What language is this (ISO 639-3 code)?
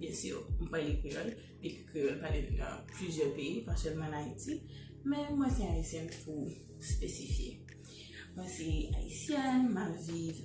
hat